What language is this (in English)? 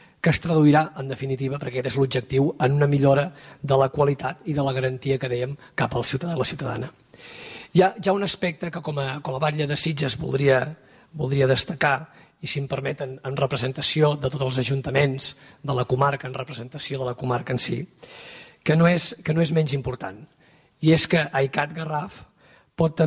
Catalan